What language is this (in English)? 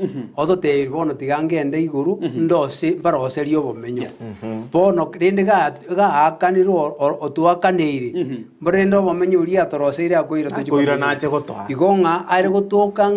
Gusii